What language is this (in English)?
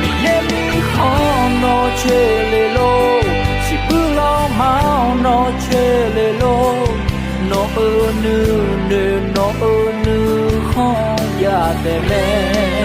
Akha